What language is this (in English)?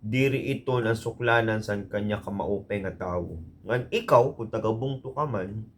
Waray